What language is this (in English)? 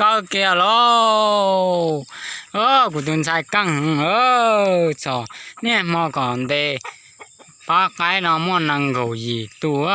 Hmong